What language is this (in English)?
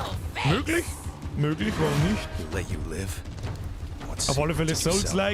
Bavarian